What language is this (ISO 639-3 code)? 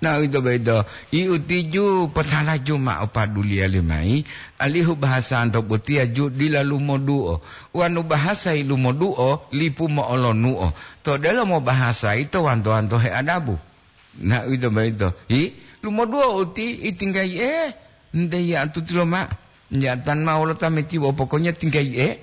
gor